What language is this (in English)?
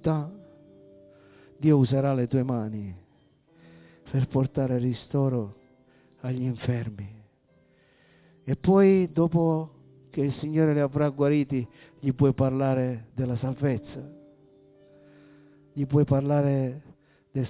Italian